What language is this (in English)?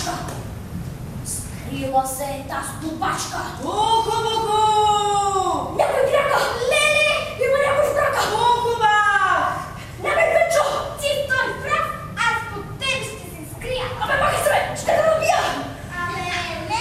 Bulgarian